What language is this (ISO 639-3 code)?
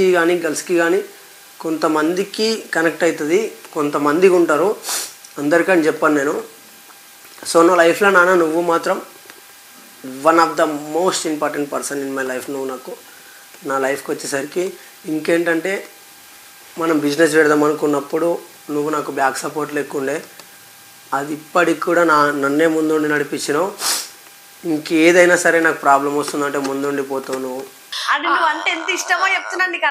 tel